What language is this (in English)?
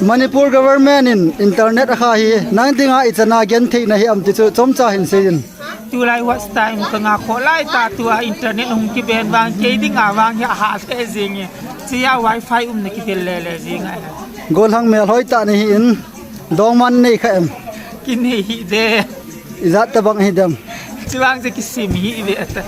Thado Chin